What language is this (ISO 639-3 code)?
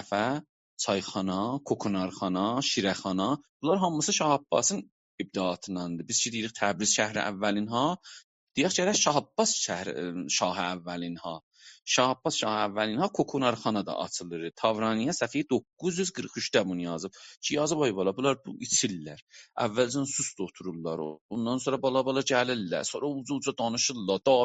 azb